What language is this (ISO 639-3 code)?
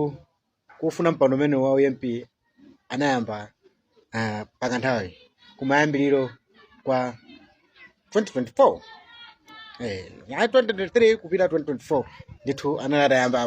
nya